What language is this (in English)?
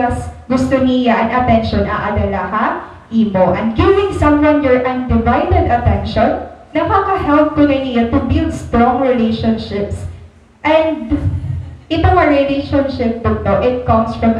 Waray